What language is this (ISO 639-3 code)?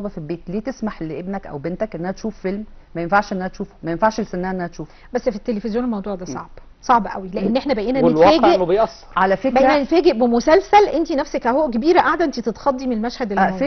arz